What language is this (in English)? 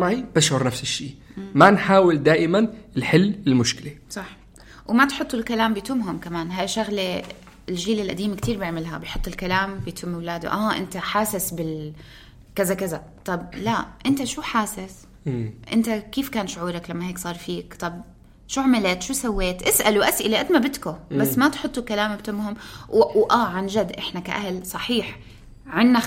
North Levantine Arabic